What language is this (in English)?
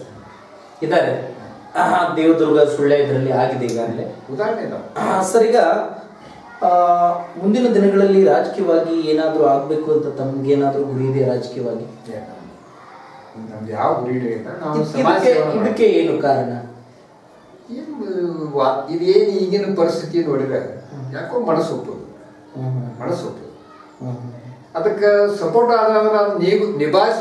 Kannada